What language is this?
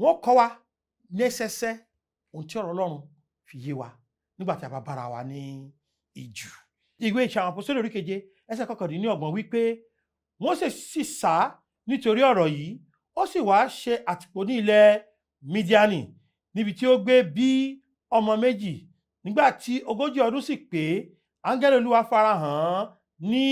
Yoruba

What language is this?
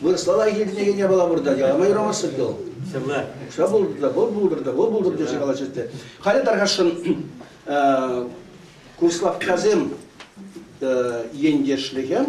Chuvash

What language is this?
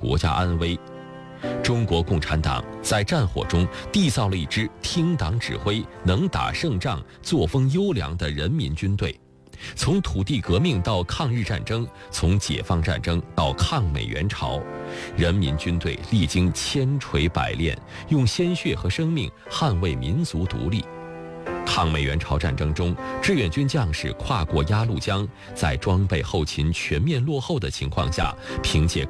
Chinese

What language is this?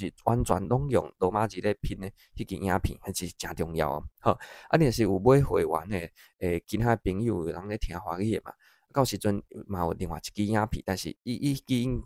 Min Nan Chinese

